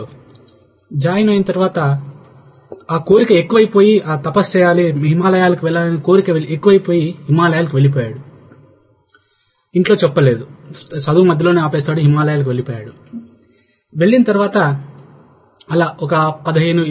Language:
Telugu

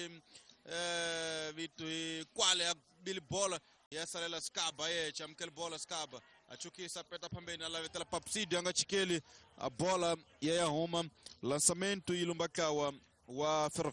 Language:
Tsonga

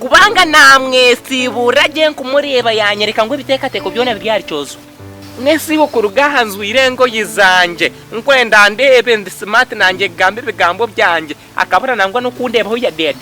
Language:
Nyankole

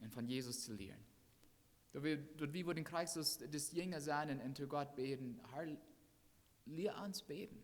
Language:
Plautdietsch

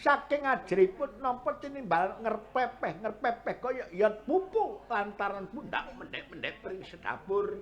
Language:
Javanese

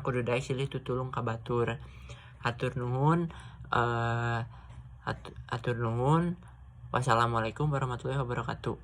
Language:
Sundanese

